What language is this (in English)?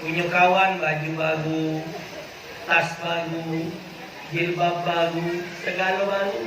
Musi